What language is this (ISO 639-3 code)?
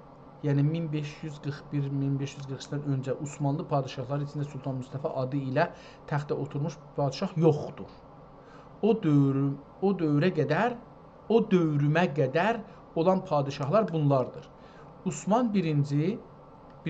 azb